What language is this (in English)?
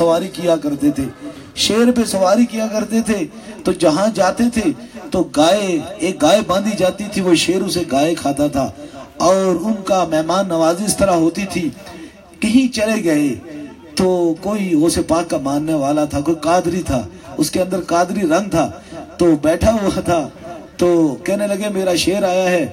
Urdu